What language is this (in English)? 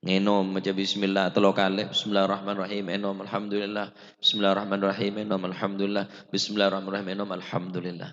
Madurese